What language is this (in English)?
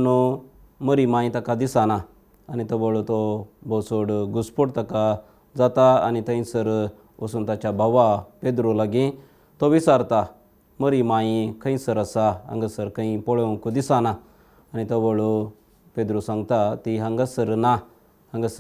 Konkani